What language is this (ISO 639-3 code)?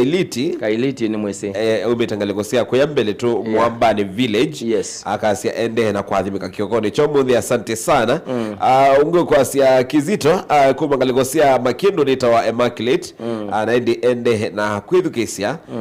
kam